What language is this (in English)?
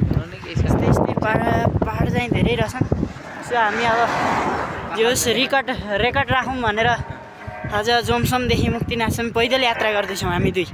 Nepali